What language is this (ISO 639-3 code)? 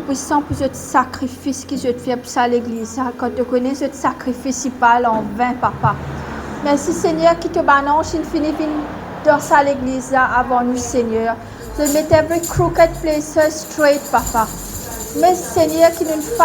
mfe